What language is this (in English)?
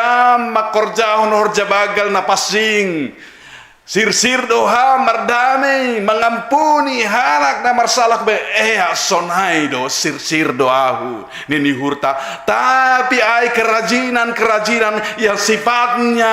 Batak Simalungun